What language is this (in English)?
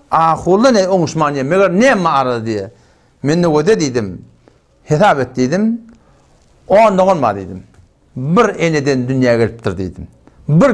Turkmen